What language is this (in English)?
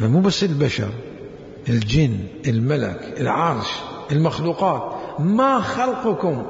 Mesopotamian Arabic